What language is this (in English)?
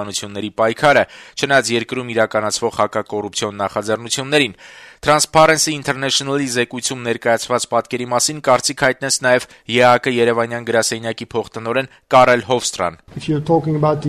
Armenian